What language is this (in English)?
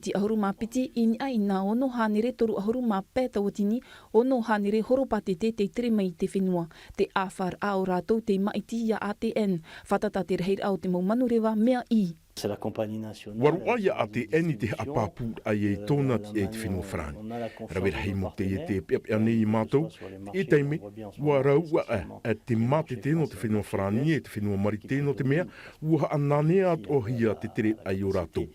Tahitian